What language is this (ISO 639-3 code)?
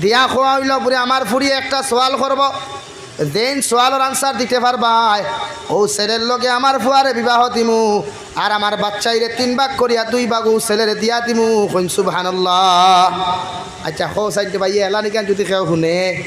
syl